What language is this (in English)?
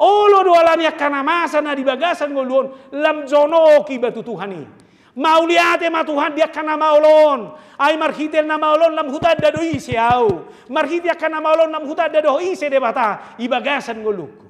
Batak Toba